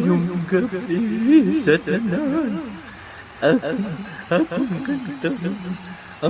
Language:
Hiligaynon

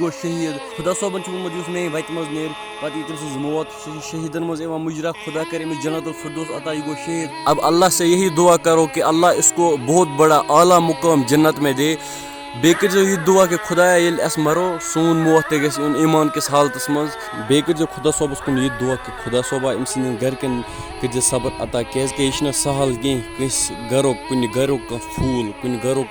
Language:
Kashmiri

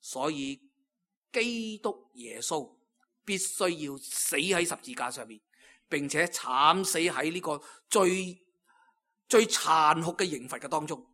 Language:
Cantonese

